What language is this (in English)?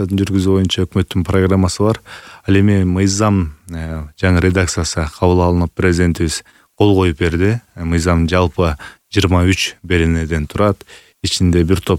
Kyrgyz